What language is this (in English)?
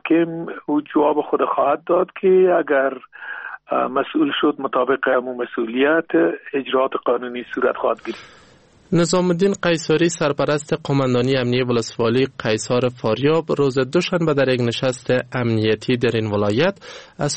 Persian